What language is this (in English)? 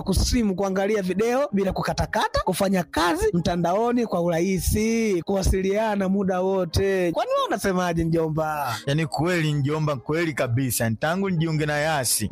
Swahili